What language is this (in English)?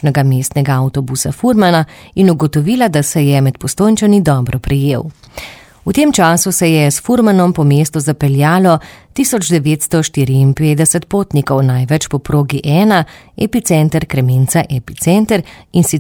Slovenian